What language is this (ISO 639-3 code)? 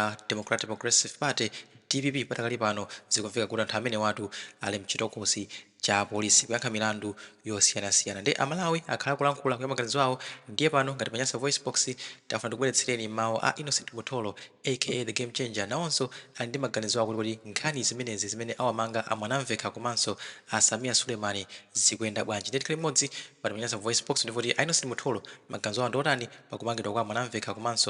nya